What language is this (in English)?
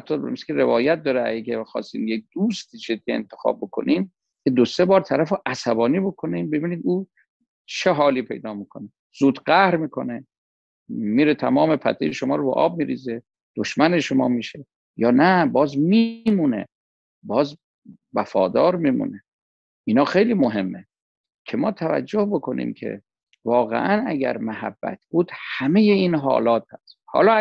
Persian